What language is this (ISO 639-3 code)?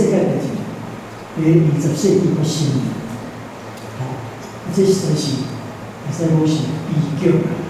nan